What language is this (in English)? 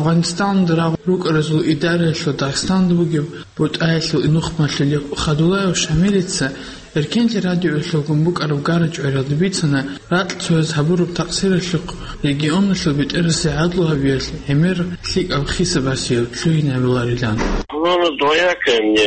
Avaric